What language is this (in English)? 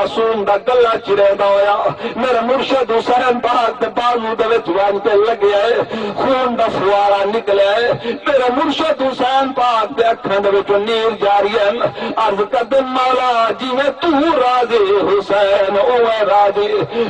Saraiki